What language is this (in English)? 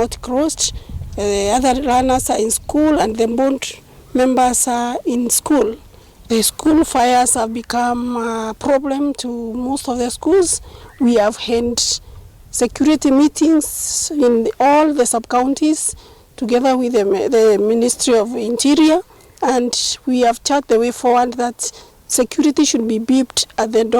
Kamba